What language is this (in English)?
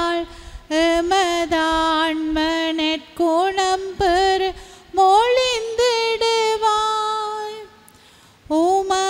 Tamil